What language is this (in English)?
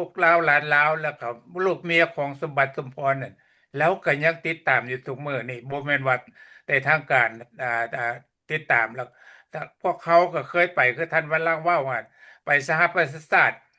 Lao